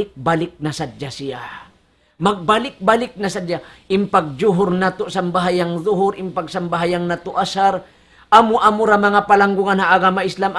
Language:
Tausug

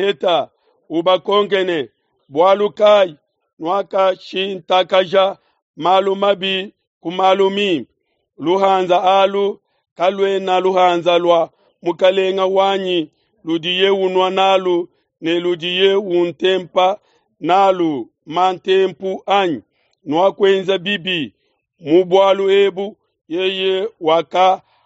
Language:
Luba-Lulua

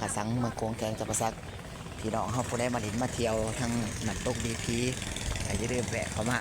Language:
Lao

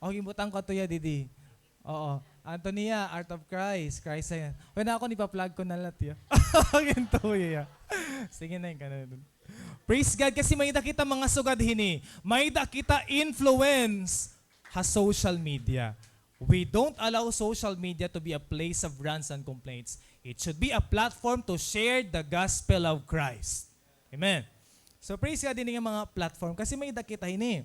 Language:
Waray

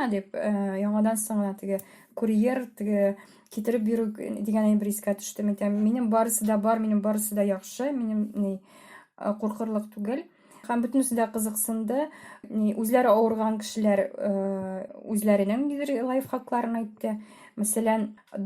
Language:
Tatar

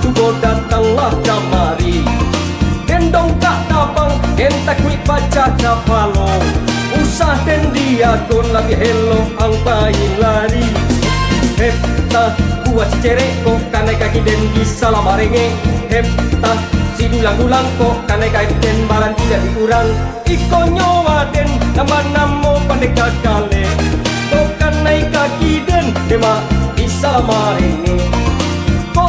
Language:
Minangkabau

